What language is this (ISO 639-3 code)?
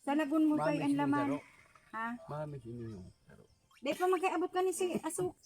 bik